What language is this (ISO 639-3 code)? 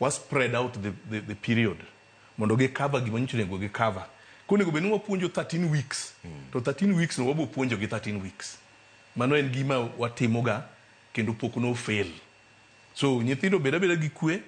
luo